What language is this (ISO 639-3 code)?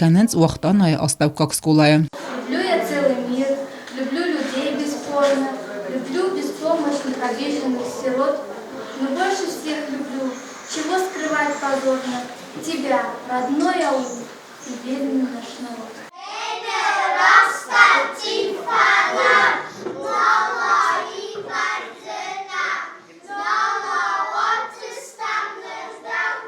oss